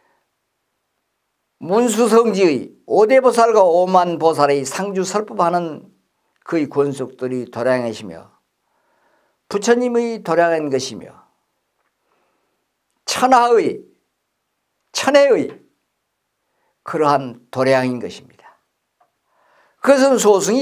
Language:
Korean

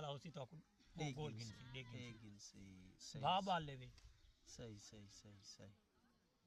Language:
Saraiki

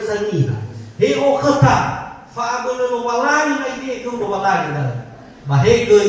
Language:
Nias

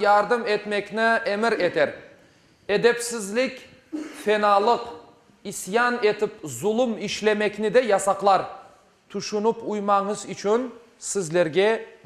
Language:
Crimean Tatar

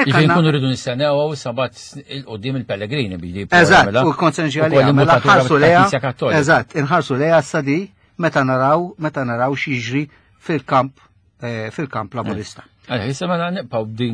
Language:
Maltese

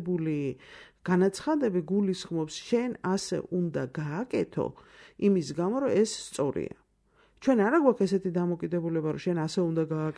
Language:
Georgian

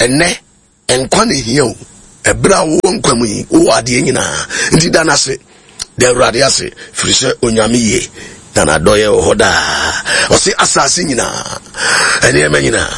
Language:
Akan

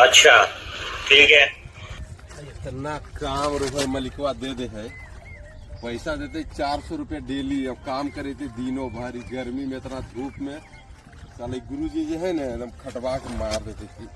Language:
Magahi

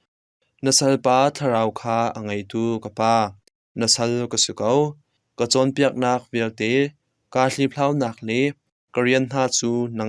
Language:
Hakha Chin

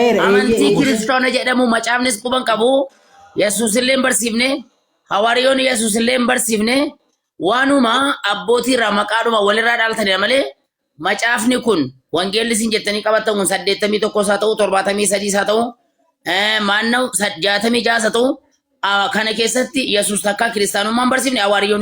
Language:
Oromo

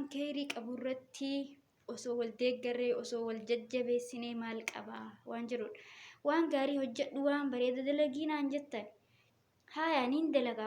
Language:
Oromo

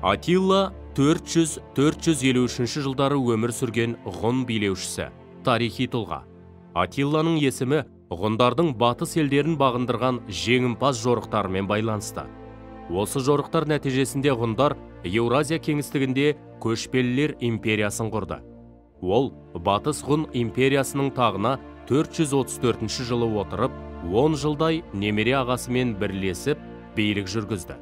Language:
Kazakh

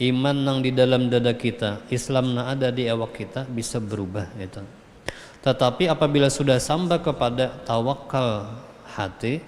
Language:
Banjar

